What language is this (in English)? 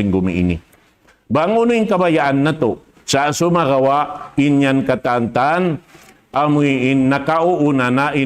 Tausug